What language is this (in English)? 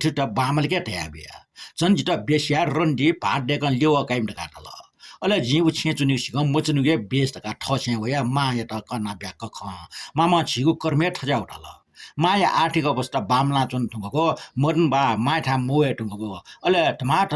Newari